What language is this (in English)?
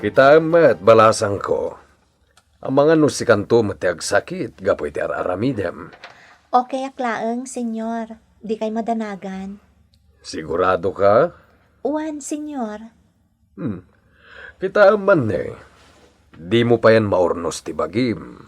Iloko